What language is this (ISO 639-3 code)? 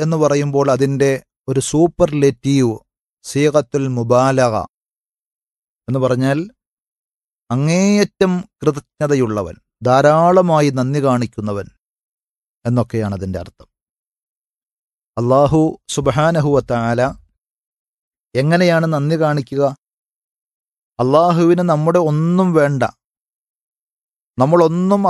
mal